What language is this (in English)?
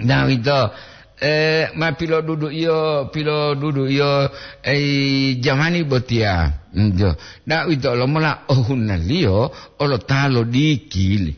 Gorontalo